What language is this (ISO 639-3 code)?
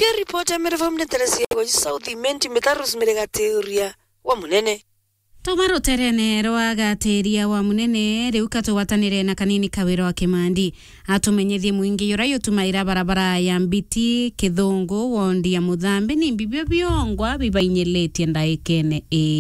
mer